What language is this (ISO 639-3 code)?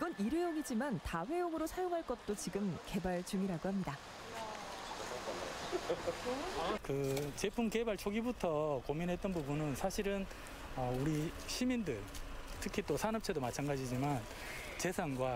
kor